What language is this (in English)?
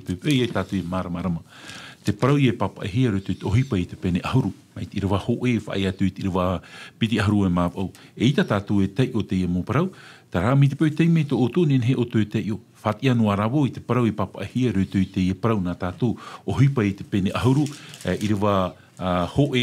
Tahitian